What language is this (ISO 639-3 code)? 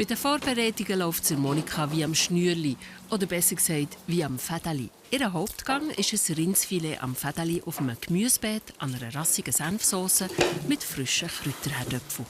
gsw